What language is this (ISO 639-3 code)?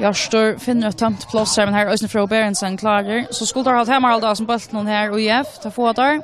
fao